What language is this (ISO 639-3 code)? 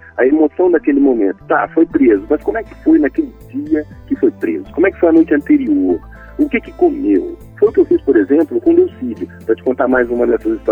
por